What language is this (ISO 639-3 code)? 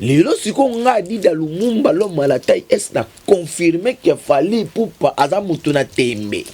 lin